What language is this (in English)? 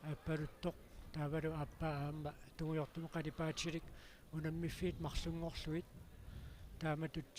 Kalaallisut